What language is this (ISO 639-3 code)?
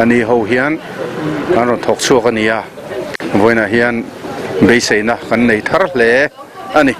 lus